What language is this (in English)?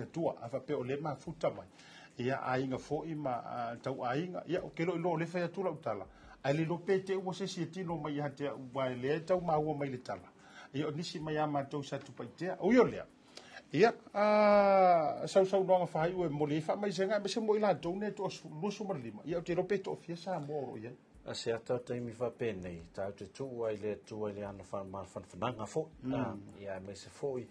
Samoan